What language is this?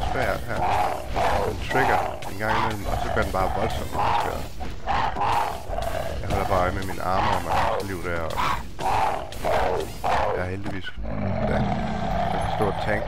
Danish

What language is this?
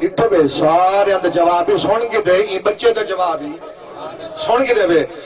Saraiki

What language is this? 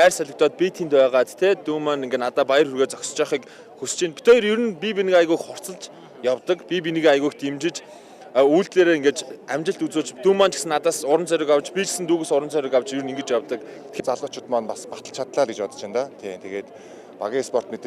Mongolian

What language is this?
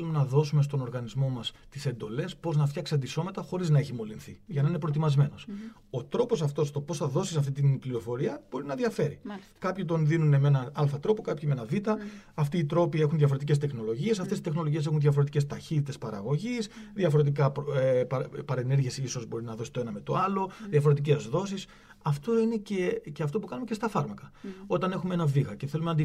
Greek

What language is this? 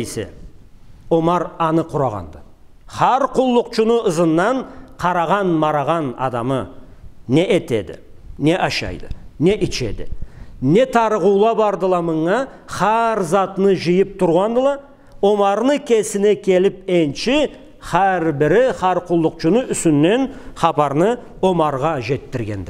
Karachay-Balkar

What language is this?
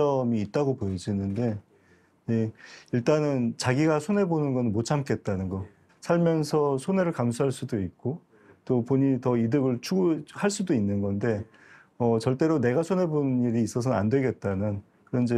Korean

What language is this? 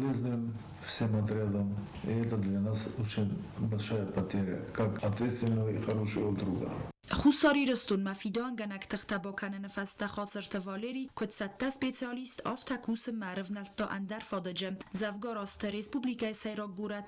Ossetic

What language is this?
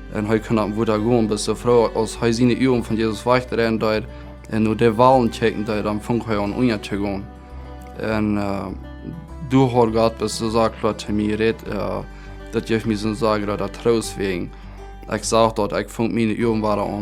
Plautdietsch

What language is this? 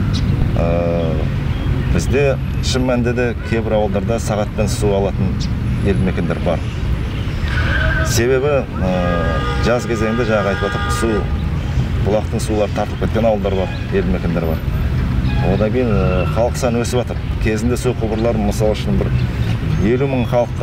Kazakh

